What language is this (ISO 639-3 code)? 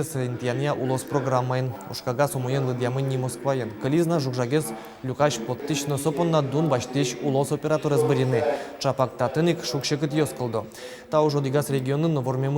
udm